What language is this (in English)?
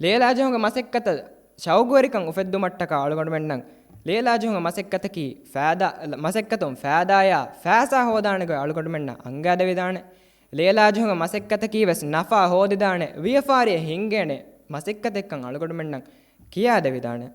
Divehi